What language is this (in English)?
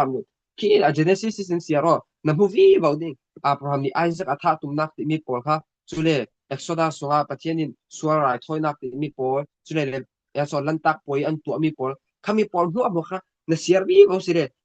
Falam Chin